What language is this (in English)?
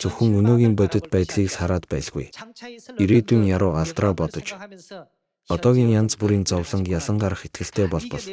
Mongolian